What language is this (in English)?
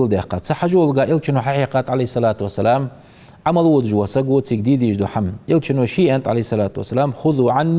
Ingush